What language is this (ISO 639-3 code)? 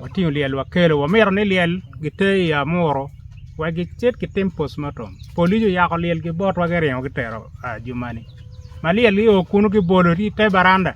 ach